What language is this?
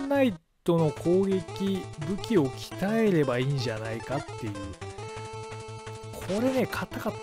Japanese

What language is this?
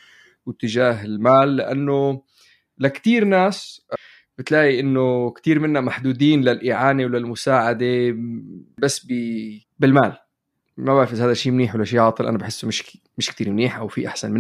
North Levantine Arabic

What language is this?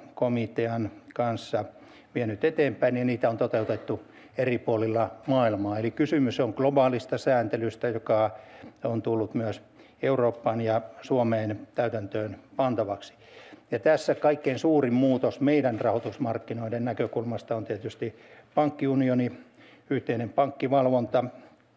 Finnish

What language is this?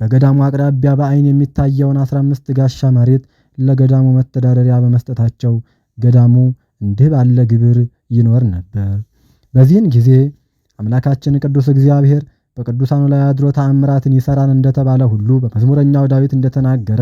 Amharic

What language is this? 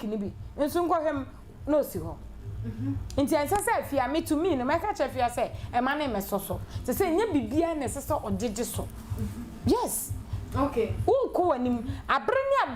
Akan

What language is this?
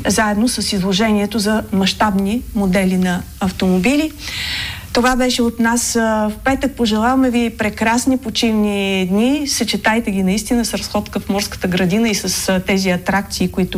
Bulgarian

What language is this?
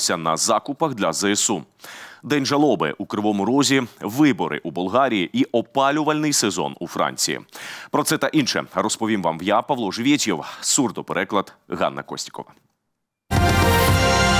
Ukrainian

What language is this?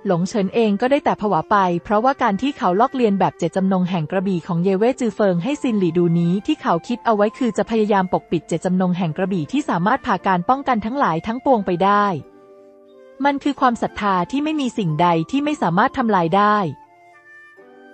Thai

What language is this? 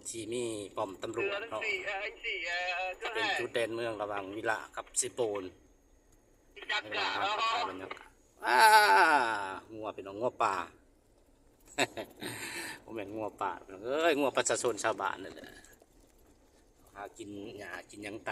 Lao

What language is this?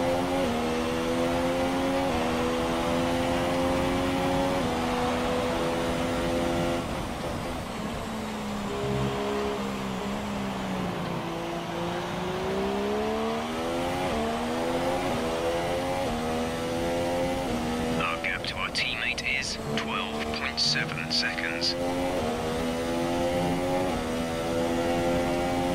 English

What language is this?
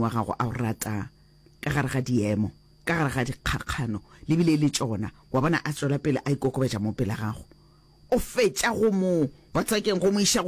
Northern Sotho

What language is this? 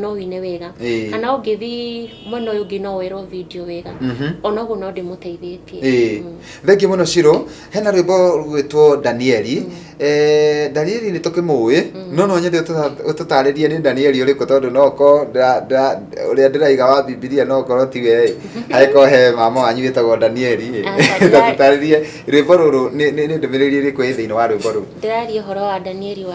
Kikuyu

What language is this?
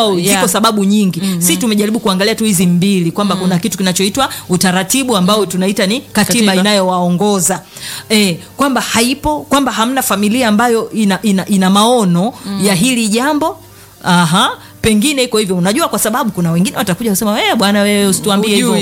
Swahili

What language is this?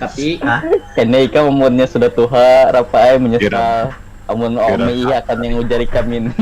Banjar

